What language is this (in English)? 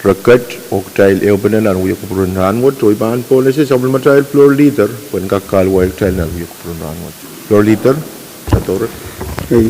Pohnpeian